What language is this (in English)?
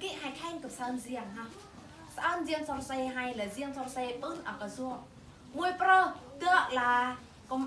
Eastern Bru